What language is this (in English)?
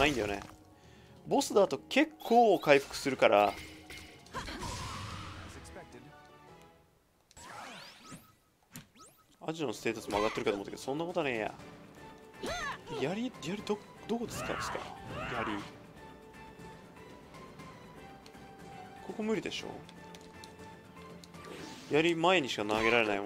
Japanese